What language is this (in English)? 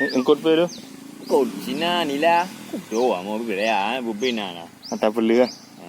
Achinese